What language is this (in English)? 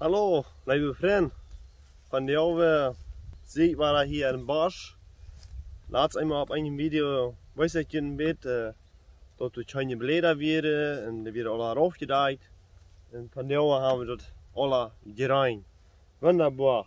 Plautdietsch